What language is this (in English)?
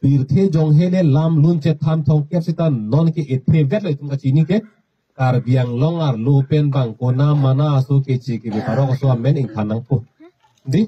Karbi